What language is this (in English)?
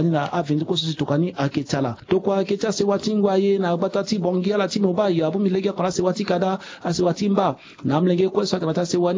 Sango